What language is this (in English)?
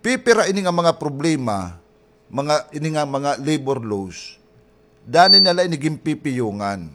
Waray